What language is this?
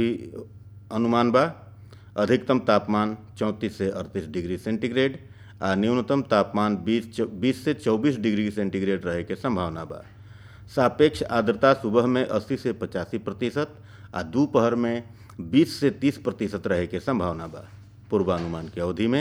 Bhojpuri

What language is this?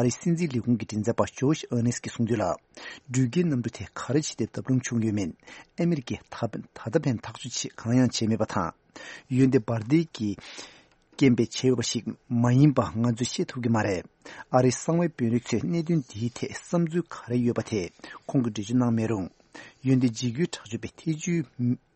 Tibetan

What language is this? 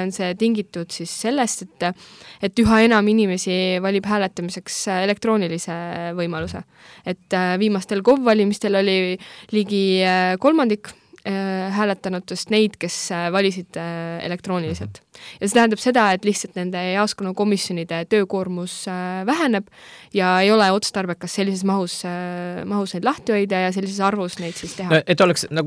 Estonian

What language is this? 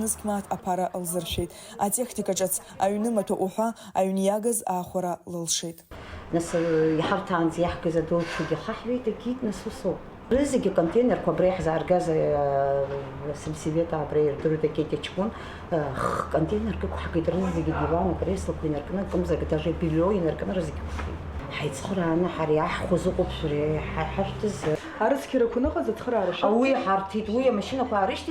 Abkhazian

